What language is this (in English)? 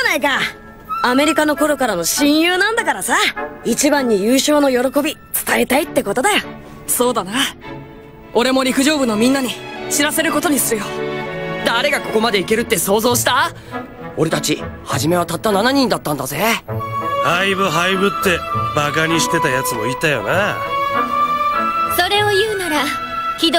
Japanese